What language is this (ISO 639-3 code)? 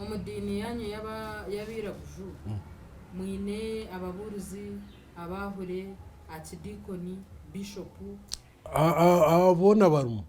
nyn